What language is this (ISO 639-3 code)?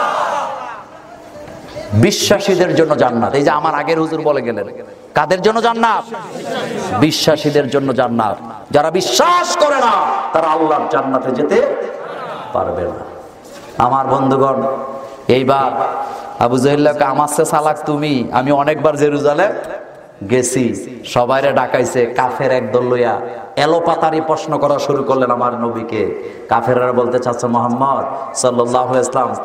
ben